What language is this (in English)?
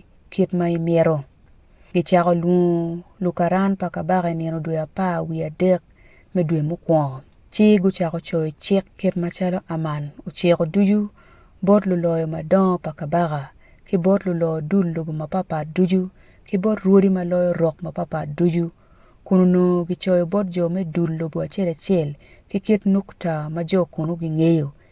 Acoli